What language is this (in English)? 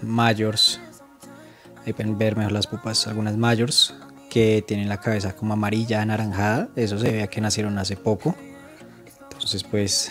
Spanish